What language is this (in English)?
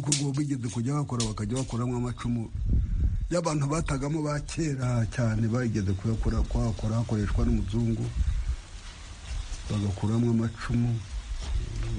Kinyarwanda